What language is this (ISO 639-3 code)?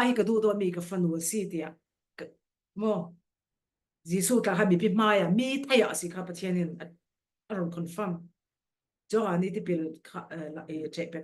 cfm